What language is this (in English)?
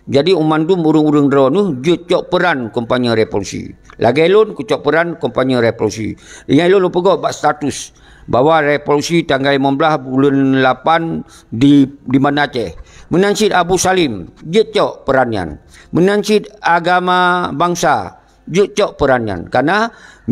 Achinese